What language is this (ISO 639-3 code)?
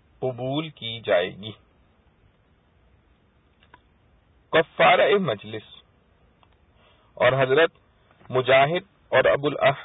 urd